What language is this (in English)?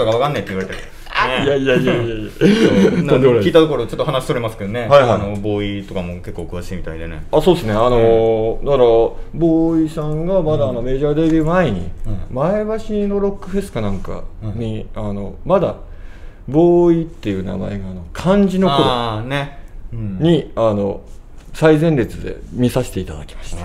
Japanese